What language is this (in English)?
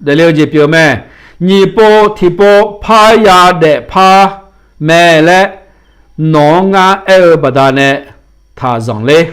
Akha